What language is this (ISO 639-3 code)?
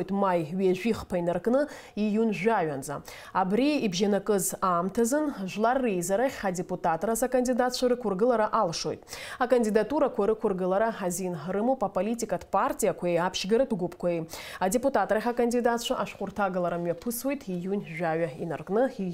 abk